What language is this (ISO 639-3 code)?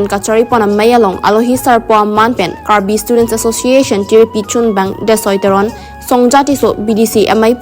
mjw